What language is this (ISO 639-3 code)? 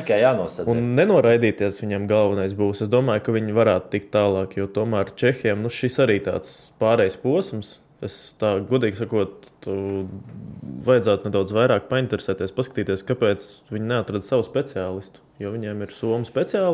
lav